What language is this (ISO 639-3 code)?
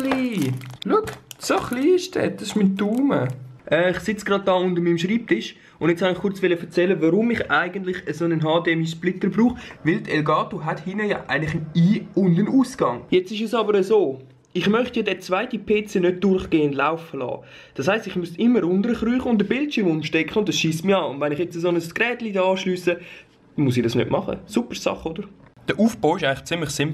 gsw